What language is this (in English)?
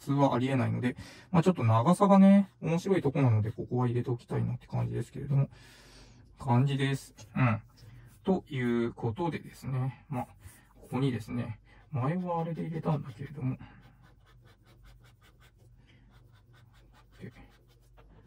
Japanese